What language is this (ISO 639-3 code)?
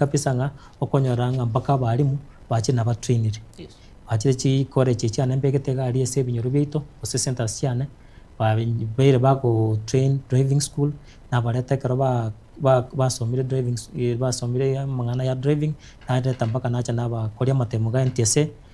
guz